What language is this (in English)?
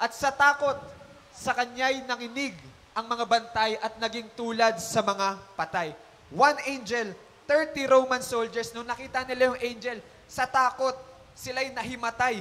Filipino